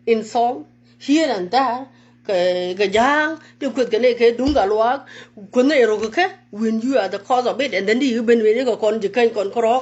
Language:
Nuer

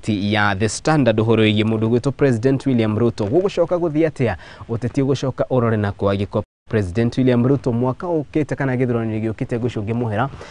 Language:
Kikuyu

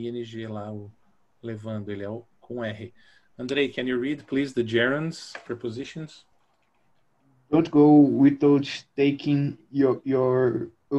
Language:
Portuguese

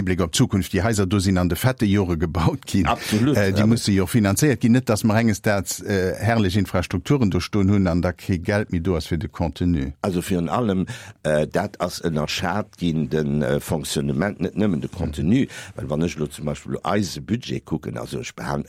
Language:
Luxembourgish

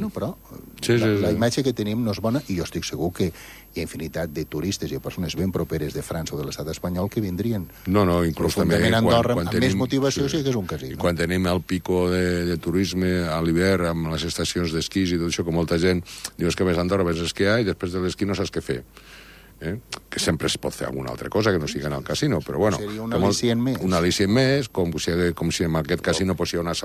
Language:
Catalan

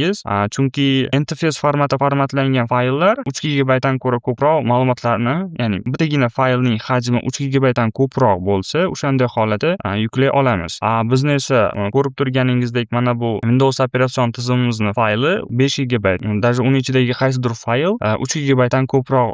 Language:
Uzbek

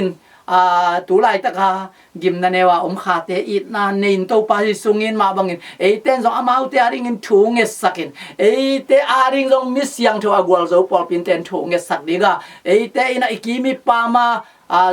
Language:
Tedim Chin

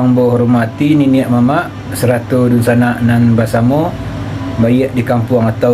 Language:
Minangkabau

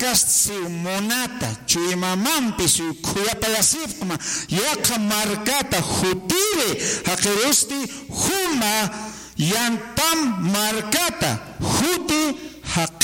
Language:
Aymara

